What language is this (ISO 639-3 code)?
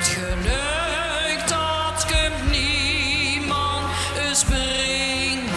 lim